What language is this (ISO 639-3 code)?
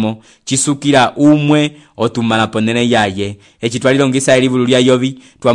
umb